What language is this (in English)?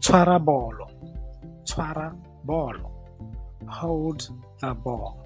Tswana